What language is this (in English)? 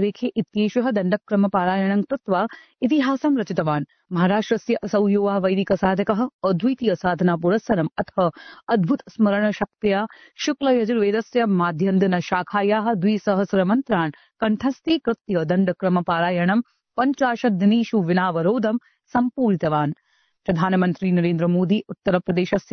Sanskrit